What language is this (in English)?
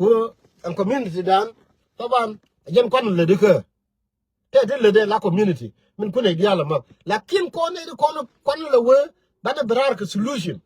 Nuer